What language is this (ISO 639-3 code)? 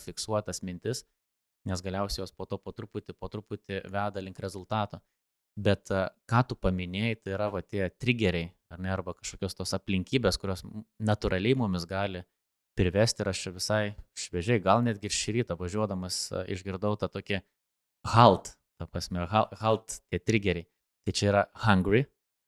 lit